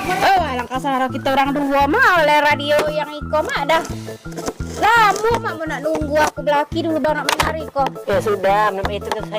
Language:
Musi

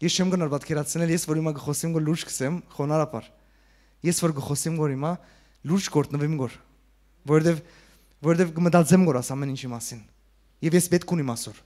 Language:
Western Armenian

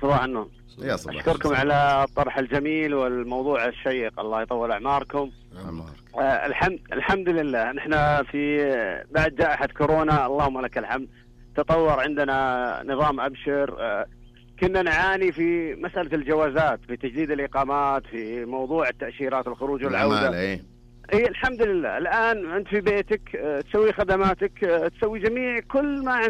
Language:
Najdi Arabic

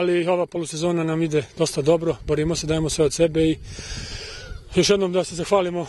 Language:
Serbian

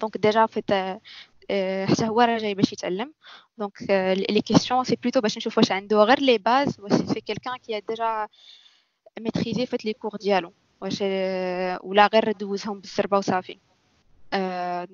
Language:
Moroccan Arabic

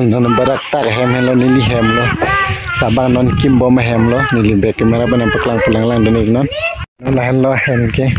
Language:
Karbi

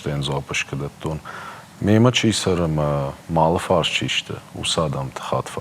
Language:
Ossetic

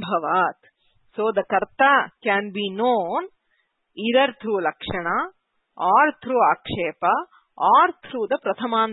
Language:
Sanskrit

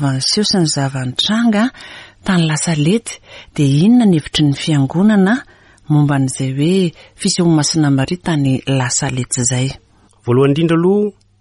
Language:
Malagasy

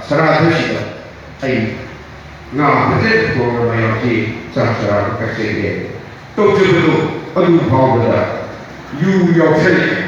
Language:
Manipuri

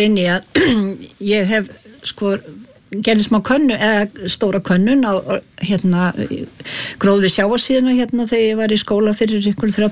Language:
Icelandic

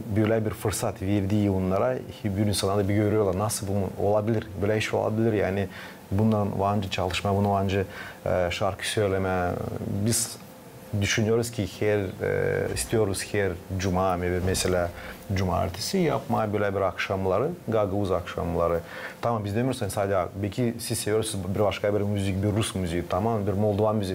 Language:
Gagauz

